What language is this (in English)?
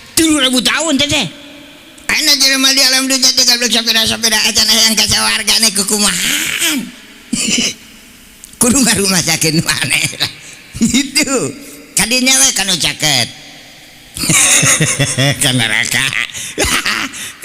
Sundanese